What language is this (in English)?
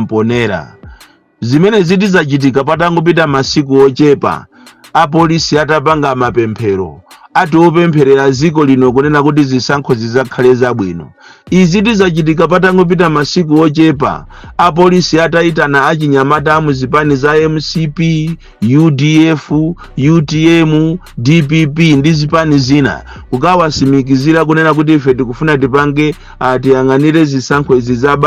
Nyanja